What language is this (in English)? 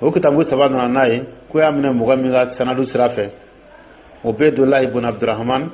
Dyula